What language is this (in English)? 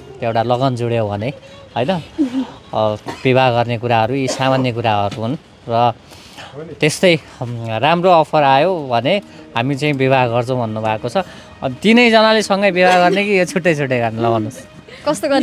Nepali